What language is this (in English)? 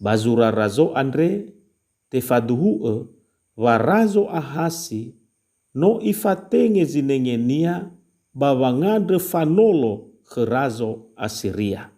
Nias